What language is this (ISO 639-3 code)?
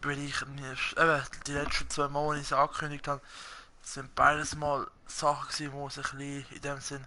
gsw